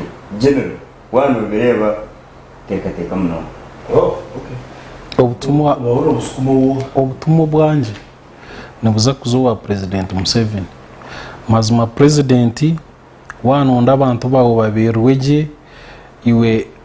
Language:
Nyankole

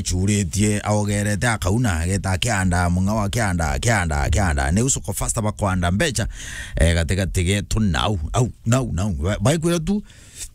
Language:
Meru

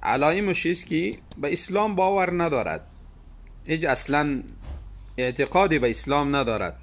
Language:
Tajik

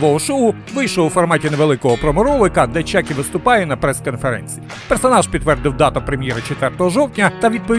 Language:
Ukrainian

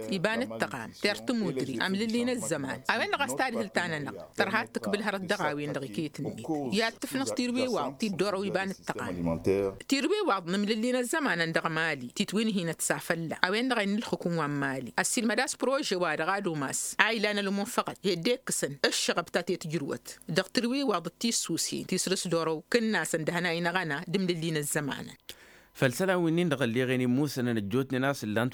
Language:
Tamasheq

